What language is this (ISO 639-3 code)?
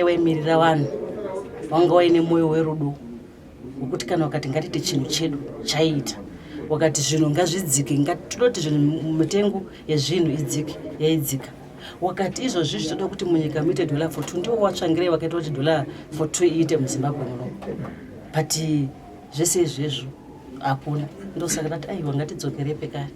sna